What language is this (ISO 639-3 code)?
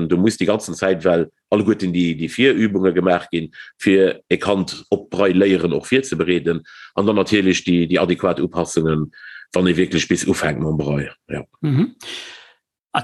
ltz